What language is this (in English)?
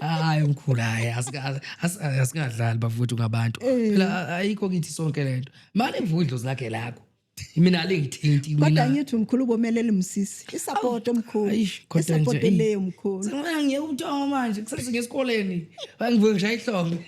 Zulu